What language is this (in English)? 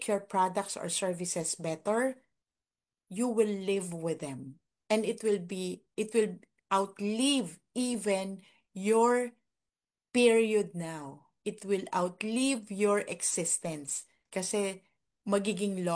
Filipino